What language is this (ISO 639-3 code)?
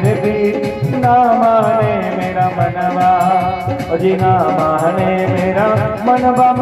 doi